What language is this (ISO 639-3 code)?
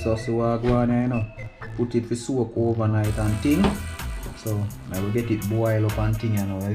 jam